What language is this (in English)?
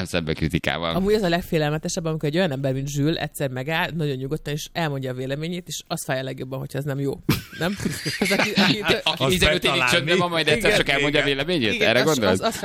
Hungarian